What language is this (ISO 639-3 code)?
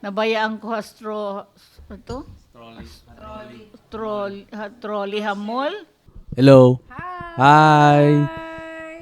war